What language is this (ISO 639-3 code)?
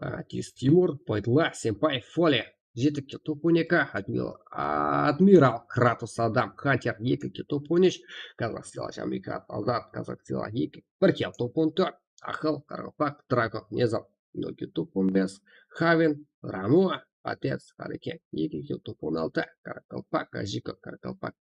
kaa